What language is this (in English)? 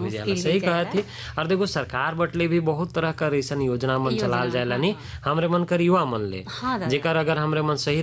Bhojpuri